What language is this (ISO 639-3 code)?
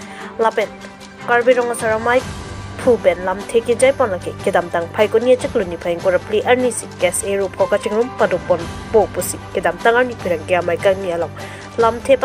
mjw